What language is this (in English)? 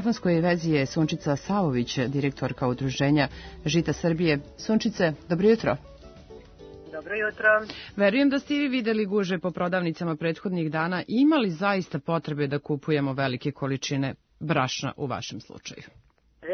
Serbian